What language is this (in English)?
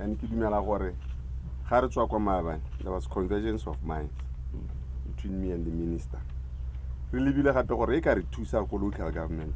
Tswana